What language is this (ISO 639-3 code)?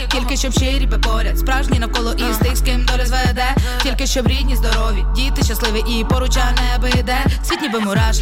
ukr